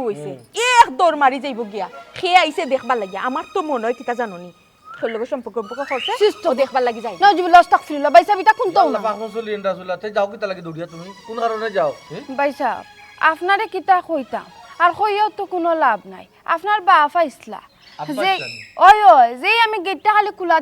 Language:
Sylheti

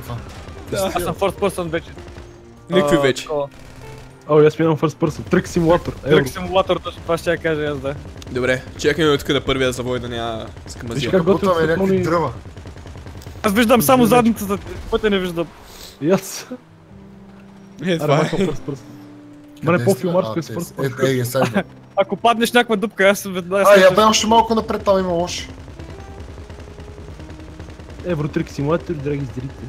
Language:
Bulgarian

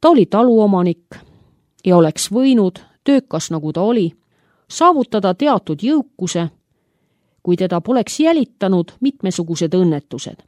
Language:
Estonian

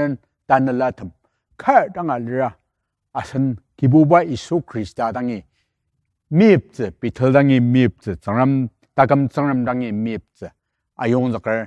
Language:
Ao Naga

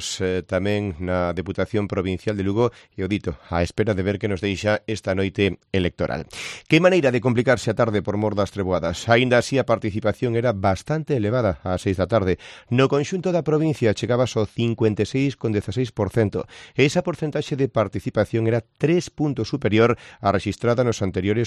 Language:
Galician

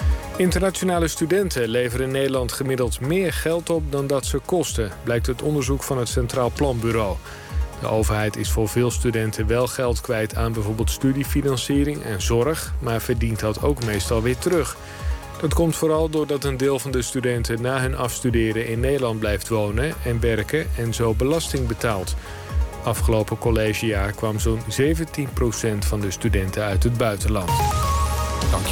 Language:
Dutch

